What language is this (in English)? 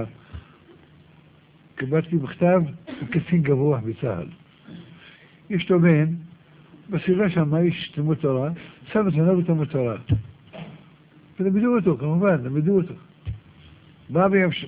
Hebrew